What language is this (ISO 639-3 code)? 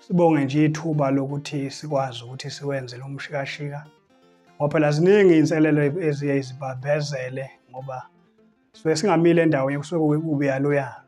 zul